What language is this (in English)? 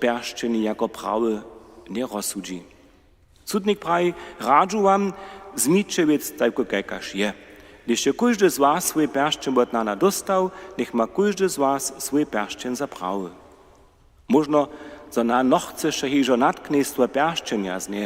Upper Sorbian